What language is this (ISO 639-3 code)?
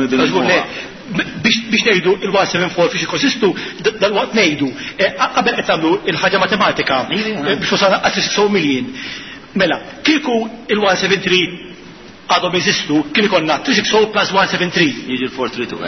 mlt